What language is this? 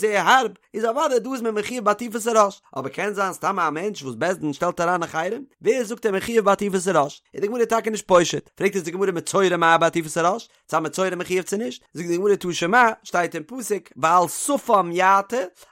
Yiddish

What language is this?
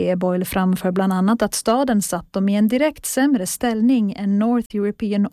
Swedish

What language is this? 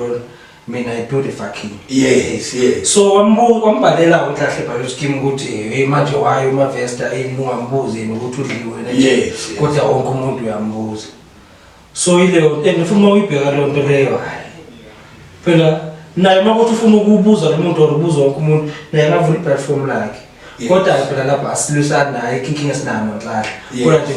Zulu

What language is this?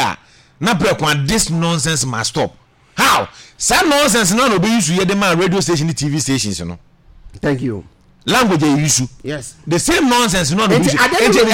Akan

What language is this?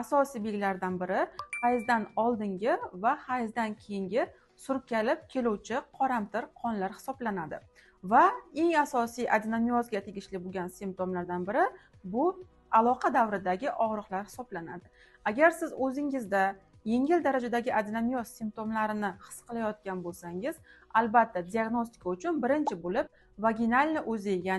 Uzbek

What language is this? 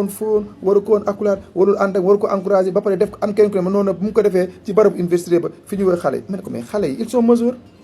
Wolof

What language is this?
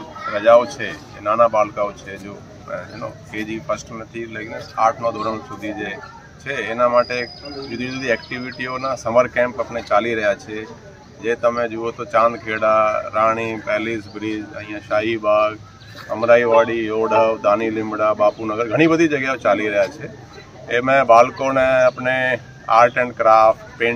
Gujarati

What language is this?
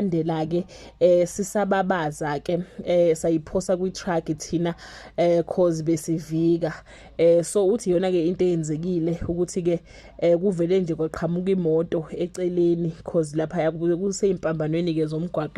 Zulu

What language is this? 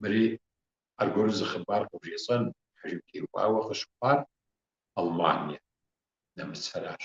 Kabardian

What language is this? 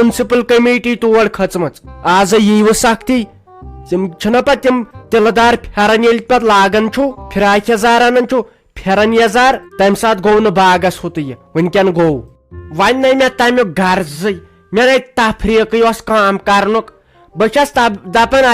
Kashmiri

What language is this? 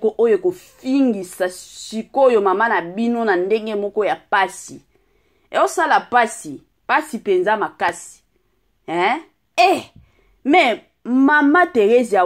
Lingala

